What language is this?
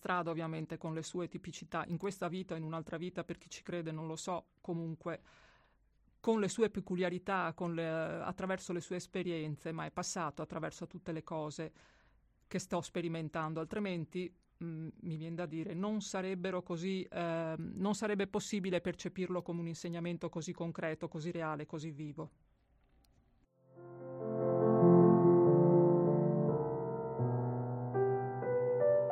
Italian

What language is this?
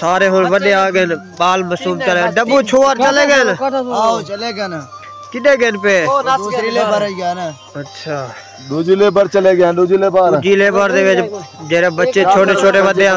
Saraiki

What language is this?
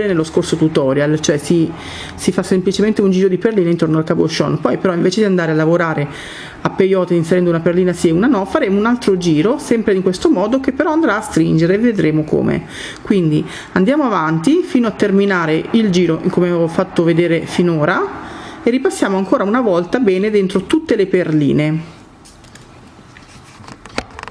Italian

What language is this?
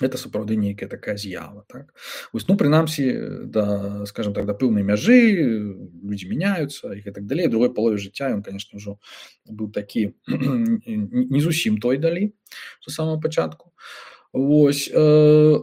Belarusian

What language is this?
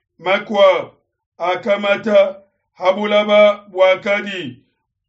Luba-Lulua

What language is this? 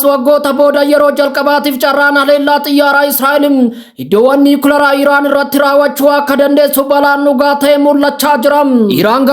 Oromo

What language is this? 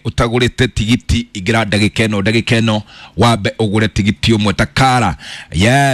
Kikuyu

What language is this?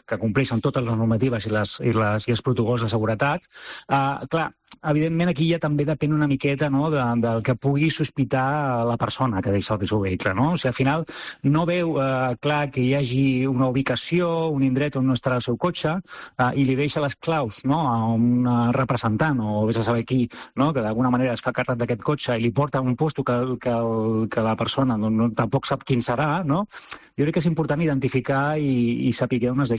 Catalan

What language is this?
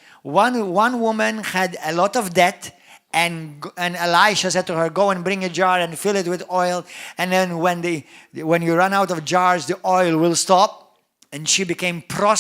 English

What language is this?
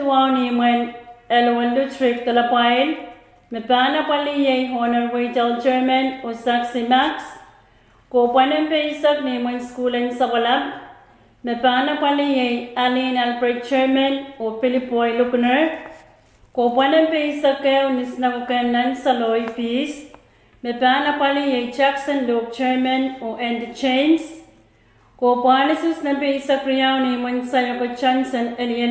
Pohnpeian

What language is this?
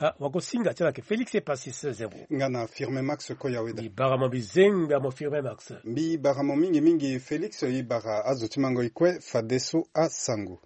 Sango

